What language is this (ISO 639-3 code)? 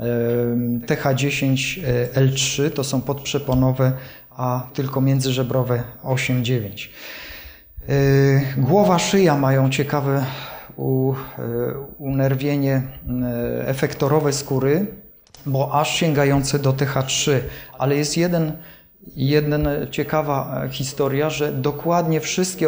pol